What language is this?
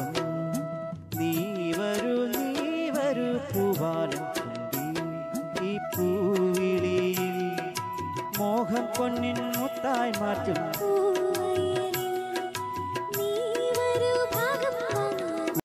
Malayalam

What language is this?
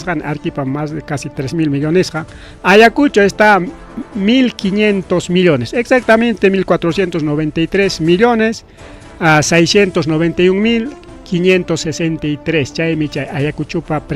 Ayacucho Quechua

